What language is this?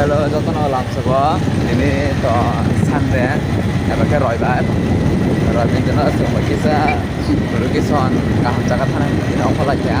Kok Borok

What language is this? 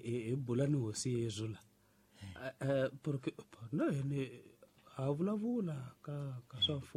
Tsonga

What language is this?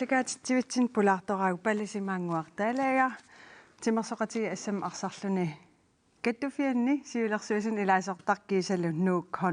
Kalaallisut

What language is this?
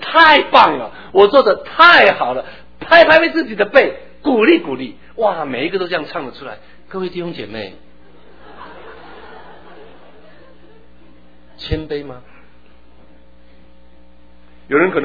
Chinese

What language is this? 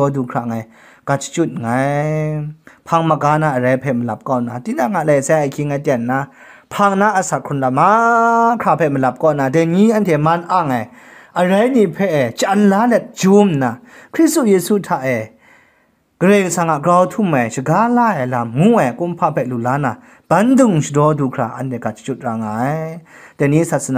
Kachin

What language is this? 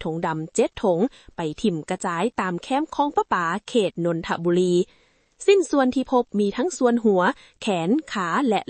Lao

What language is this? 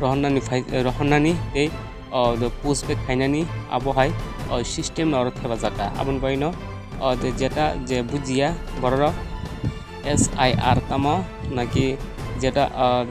Kok Borok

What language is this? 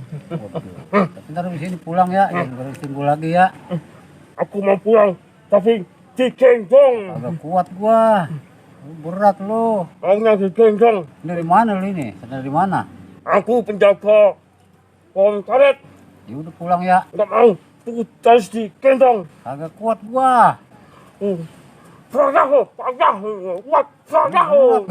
Betawi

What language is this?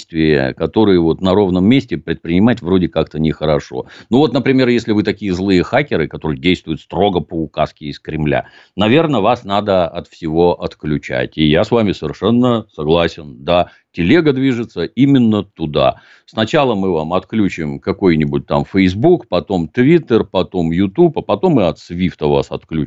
Russian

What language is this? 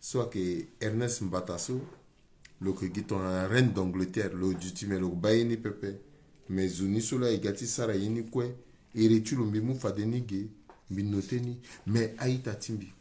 Sango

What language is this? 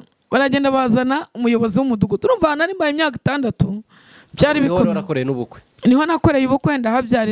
Kinyarwanda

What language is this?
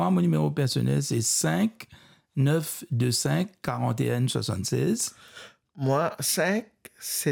Morisyen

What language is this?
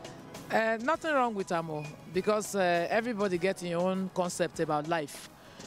Nigerian Pidgin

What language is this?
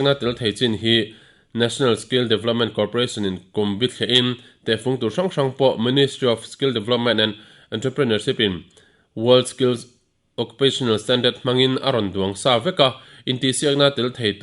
Mizo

